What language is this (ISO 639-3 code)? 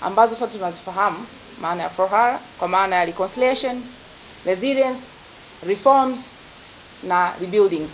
swa